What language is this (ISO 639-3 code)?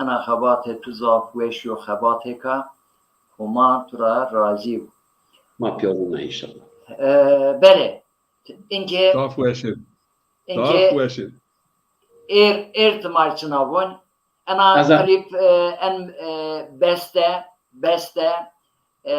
zza